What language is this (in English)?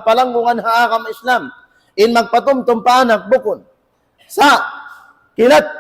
Tausug